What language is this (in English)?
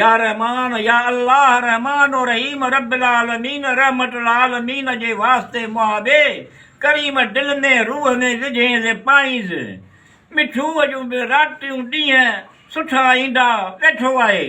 Sindhi